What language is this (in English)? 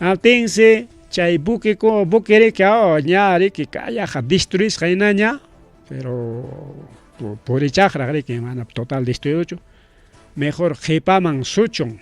Ayacucho Quechua